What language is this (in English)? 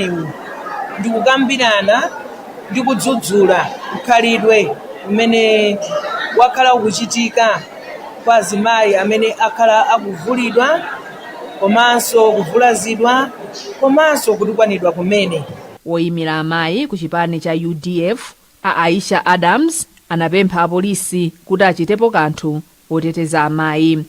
Nyanja